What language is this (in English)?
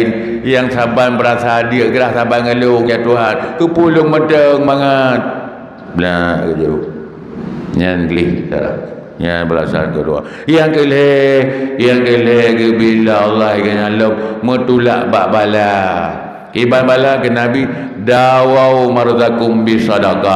Achinese